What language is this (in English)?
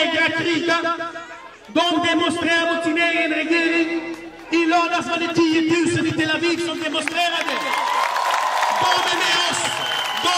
Swedish